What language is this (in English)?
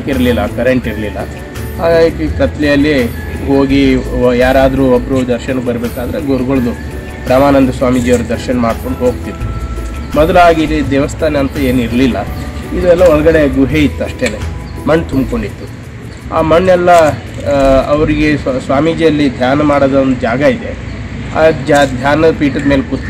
Kannada